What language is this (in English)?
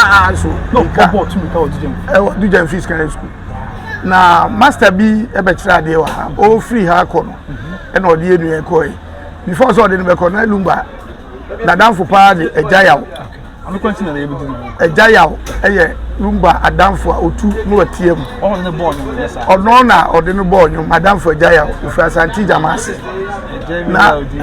Akan